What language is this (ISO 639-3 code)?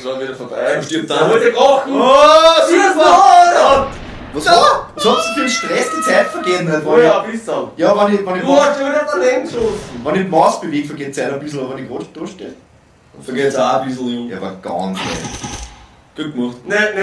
bar